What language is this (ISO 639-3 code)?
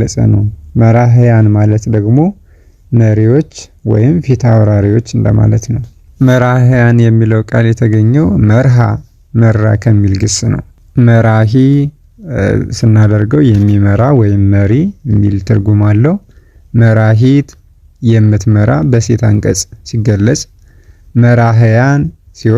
amh